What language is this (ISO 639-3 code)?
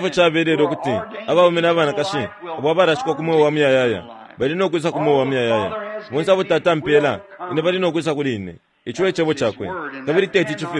bem